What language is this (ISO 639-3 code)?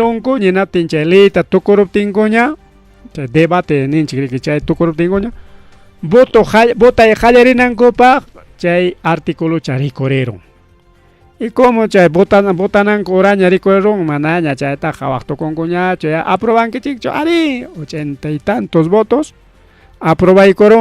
quy